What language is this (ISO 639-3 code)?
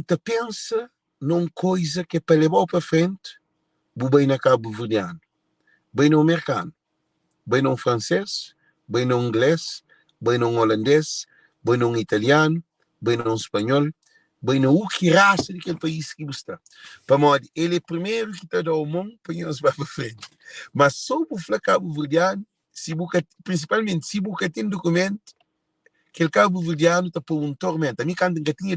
kea